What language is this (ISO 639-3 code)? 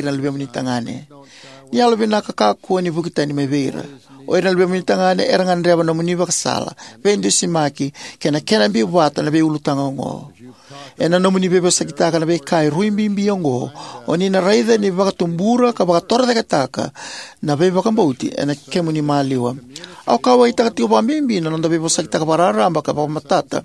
fij